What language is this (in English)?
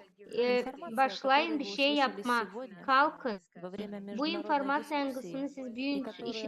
Gagauz